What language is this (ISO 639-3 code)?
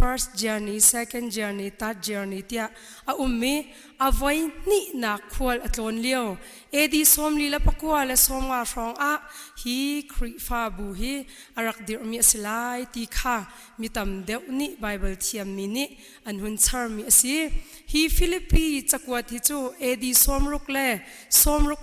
cnh